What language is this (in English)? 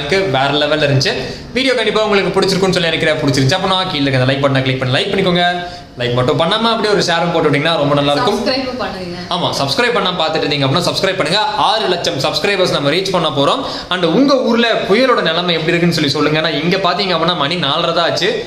Tamil